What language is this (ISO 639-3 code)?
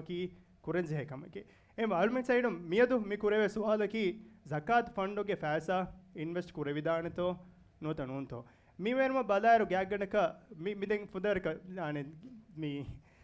div